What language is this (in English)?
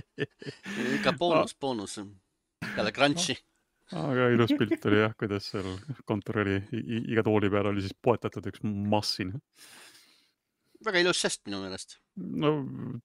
Estonian